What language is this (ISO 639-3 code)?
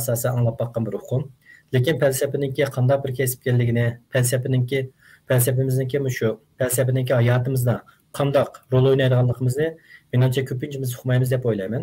uig